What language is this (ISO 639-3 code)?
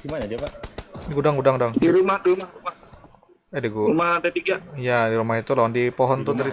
bjn